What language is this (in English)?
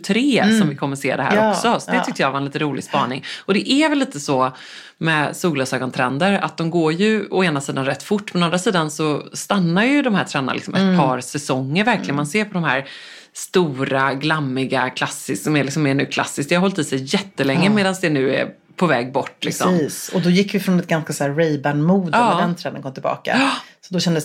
Swedish